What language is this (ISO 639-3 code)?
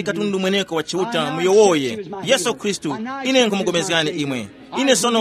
tum